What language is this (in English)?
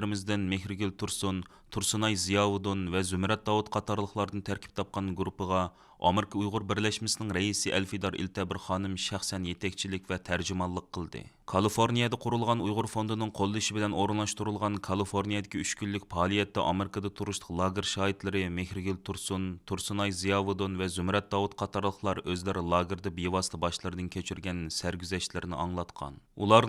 Uyghur